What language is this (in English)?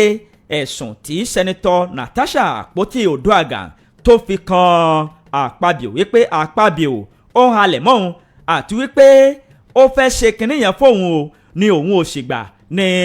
Yoruba